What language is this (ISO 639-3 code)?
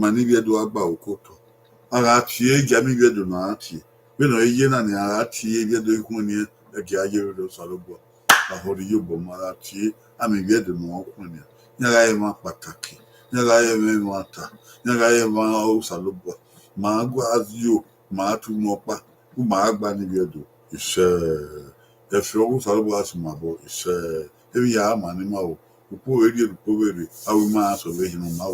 bin